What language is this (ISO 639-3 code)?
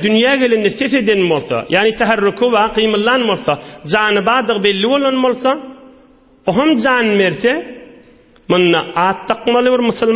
tuk